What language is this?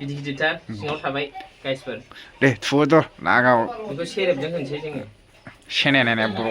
Bodo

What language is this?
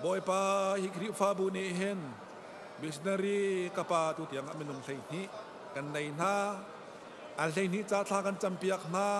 Hakha Chin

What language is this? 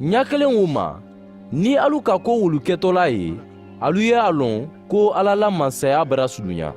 Mandingo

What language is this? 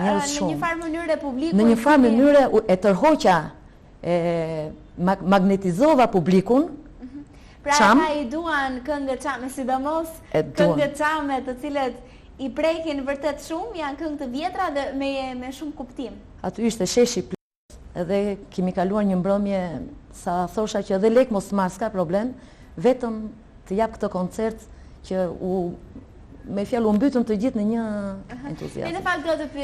Albanian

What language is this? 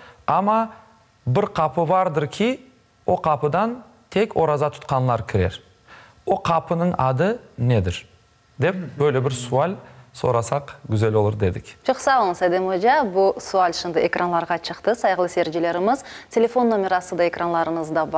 Crimean Tatar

